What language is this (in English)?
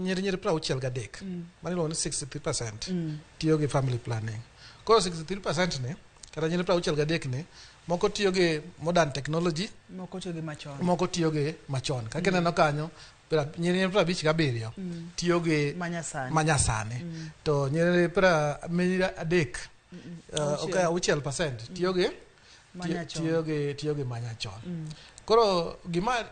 Luo (Kenya and Tanzania)